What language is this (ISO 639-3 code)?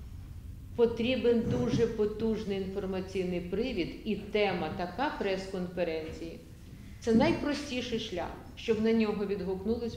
ukr